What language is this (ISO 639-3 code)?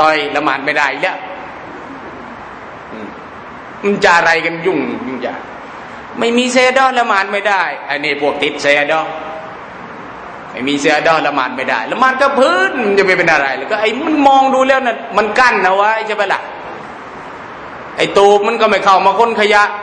tha